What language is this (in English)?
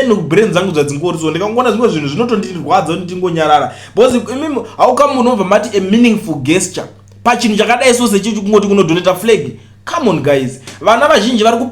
Shona